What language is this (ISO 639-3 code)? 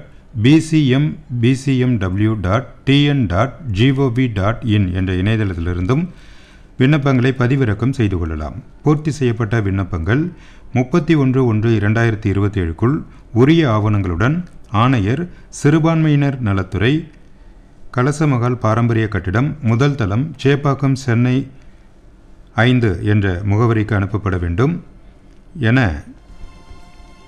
tam